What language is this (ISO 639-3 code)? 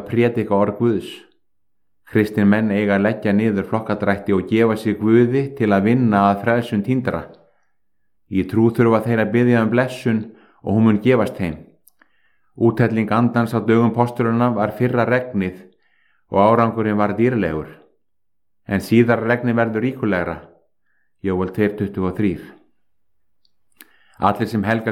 isl